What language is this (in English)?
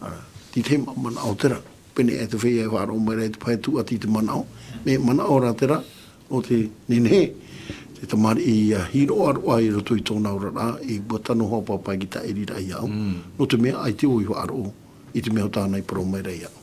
Tahitian